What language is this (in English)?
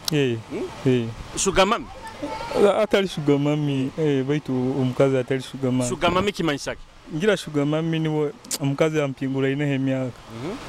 Nyoro